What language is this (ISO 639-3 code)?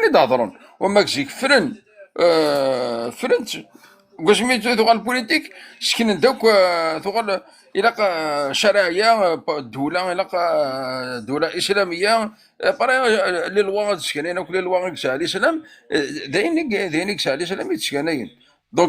kab